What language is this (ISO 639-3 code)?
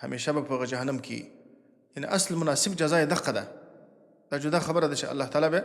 pus